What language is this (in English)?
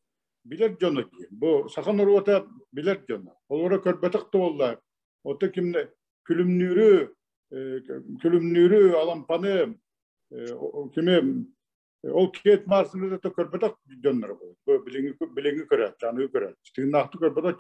Yakut